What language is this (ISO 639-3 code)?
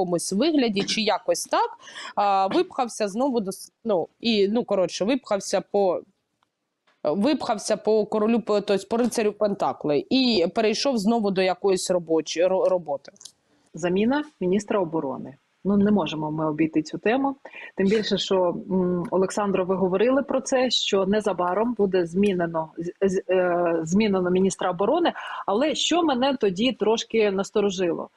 ukr